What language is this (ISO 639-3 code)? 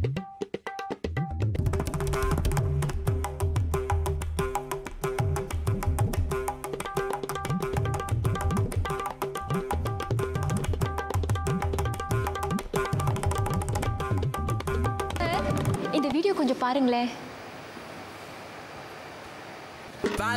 tam